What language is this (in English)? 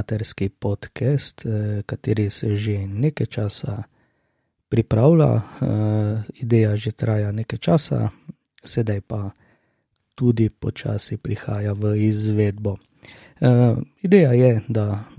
Slovenian